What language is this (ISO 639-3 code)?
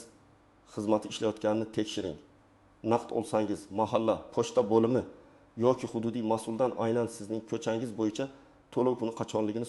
uzb